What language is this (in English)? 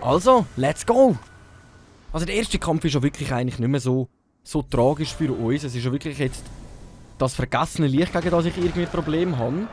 Swiss German